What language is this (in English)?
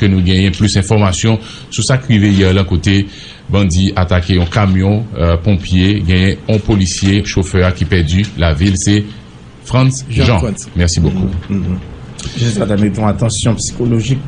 Haitian Creole